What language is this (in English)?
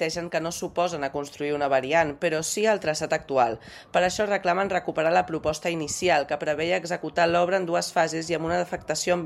Catalan